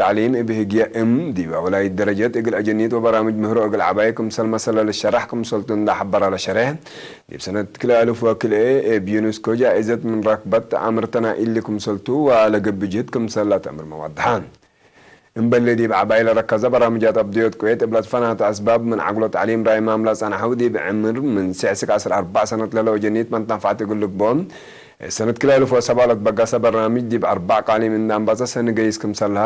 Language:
Tigre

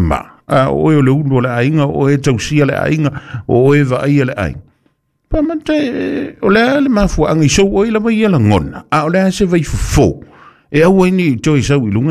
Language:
Samoan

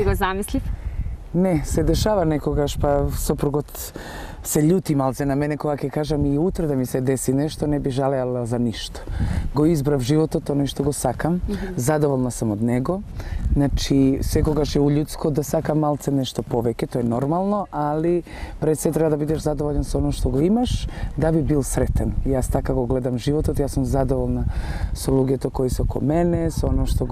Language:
Macedonian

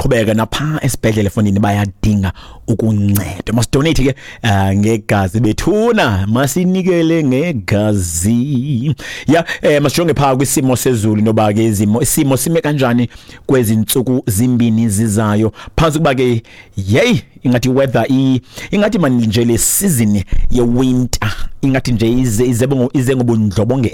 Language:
Xhosa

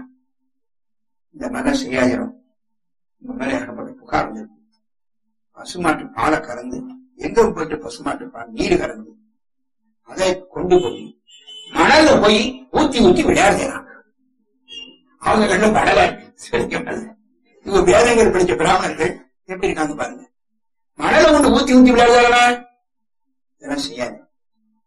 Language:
Tamil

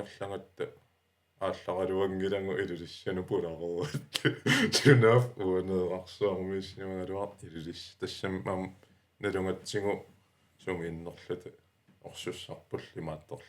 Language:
Kalaallisut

